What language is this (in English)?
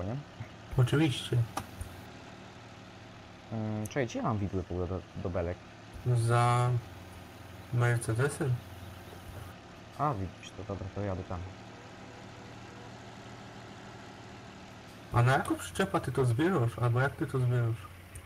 Polish